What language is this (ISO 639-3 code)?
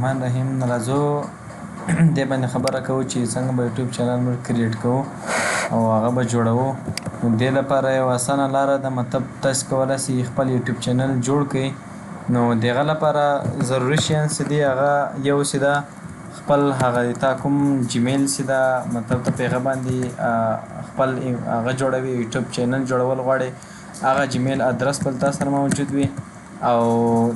pus